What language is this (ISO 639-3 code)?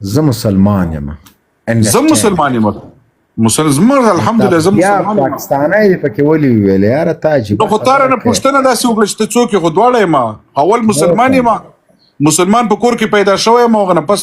pus